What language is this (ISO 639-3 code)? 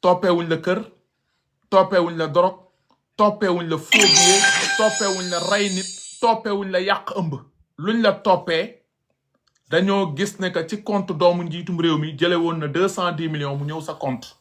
wol